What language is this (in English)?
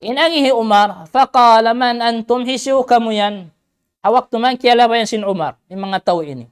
Tausug